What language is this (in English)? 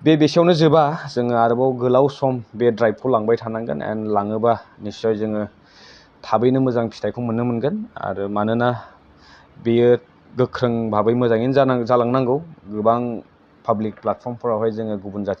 Bodo